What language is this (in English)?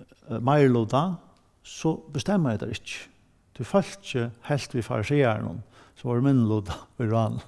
Faroese